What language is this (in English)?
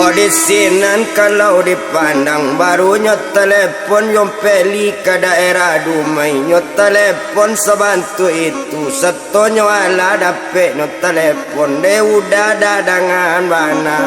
Minangkabau